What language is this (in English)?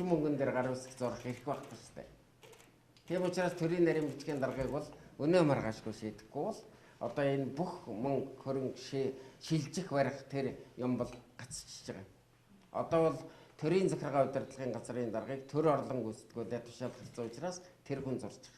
Mongolian